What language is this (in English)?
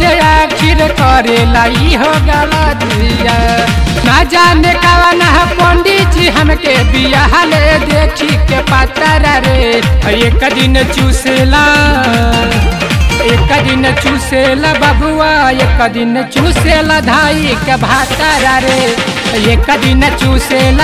Bhojpuri